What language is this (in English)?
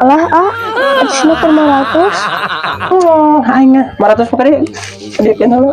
Sundanese